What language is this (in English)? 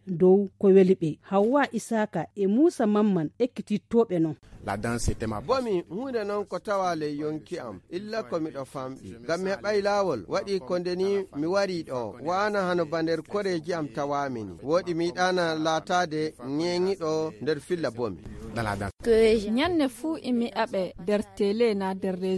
Nigerian Fulfulde